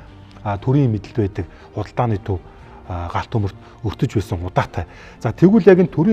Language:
Mongolian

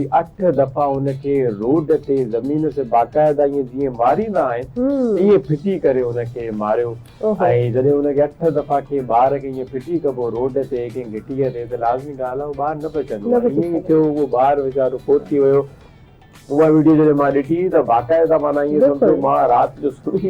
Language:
Sindhi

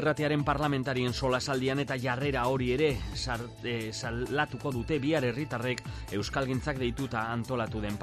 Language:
Basque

